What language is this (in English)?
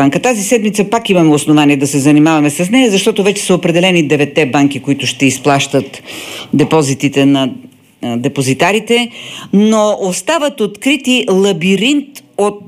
Bulgarian